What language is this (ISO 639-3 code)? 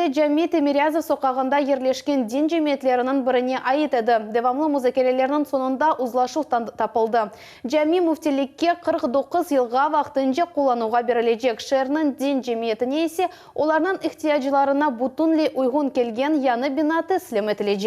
crh